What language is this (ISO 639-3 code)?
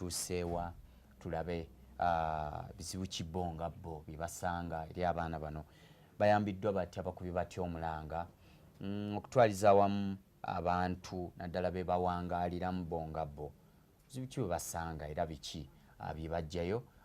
lug